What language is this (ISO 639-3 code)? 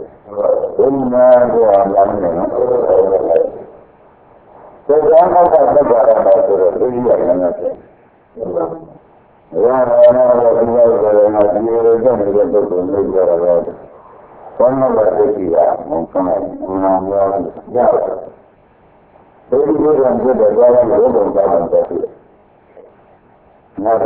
mya